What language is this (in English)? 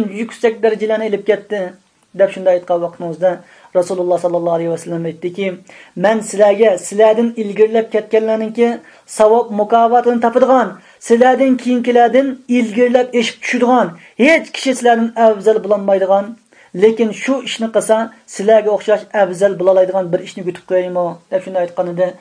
Uyghur